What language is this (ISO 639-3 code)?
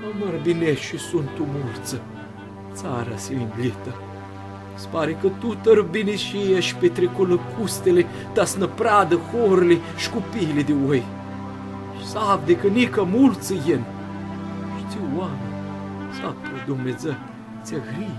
rup